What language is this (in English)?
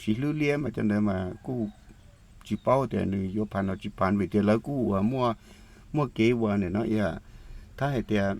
Hmong